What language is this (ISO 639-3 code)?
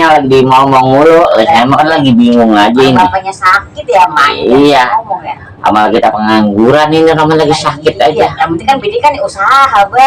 bew